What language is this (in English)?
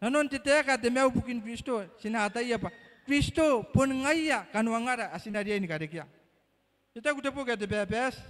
Gilbertese